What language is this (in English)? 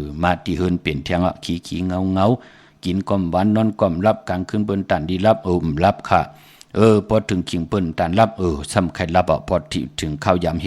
Shan